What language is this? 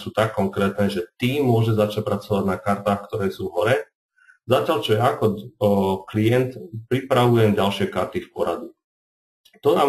Slovak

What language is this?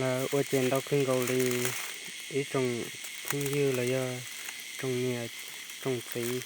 Hmong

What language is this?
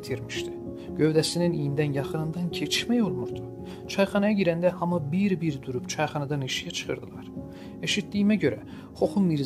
South Azerbaijani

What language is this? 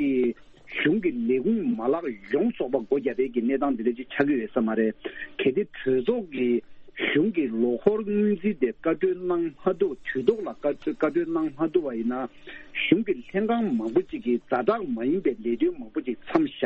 Tibetan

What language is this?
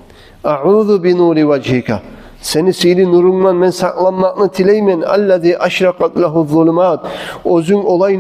Kumyk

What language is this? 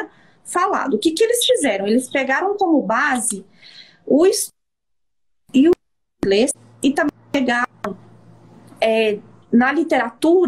Portuguese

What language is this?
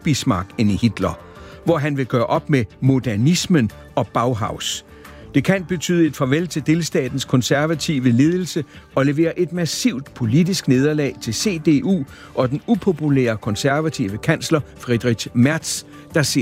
Danish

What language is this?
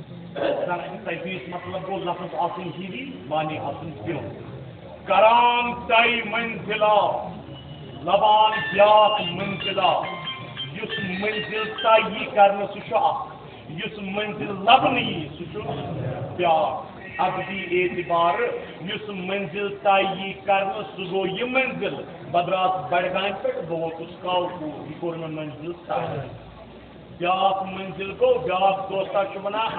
Kashmiri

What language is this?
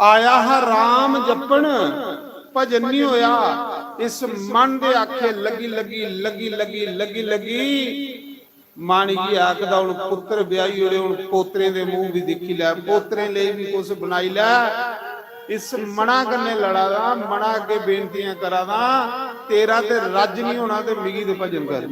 Dogri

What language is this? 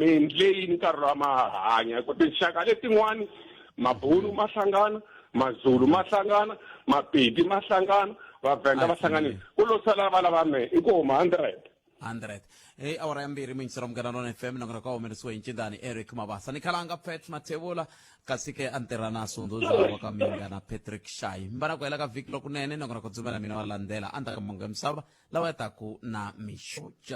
Tsonga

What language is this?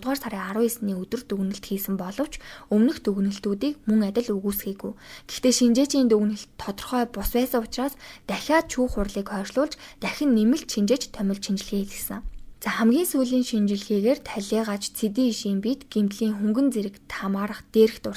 Mongolian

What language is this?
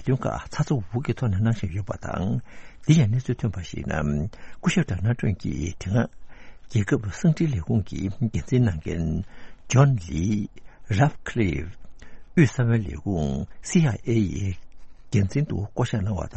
Tibetan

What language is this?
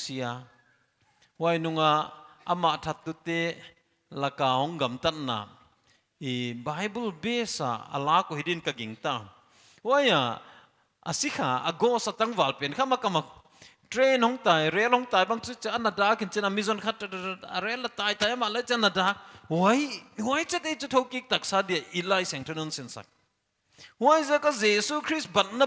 Paite Chin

